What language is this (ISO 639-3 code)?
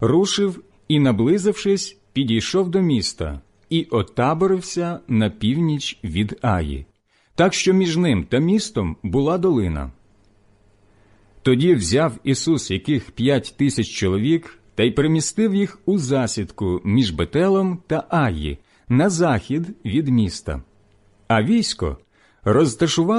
ukr